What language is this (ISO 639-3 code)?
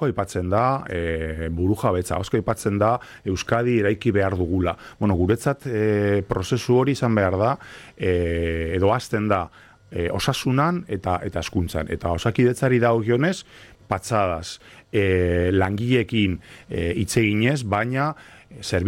eus